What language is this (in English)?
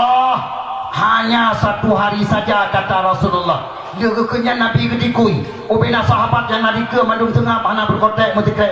Achinese